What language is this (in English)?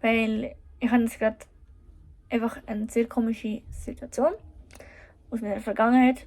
Swiss German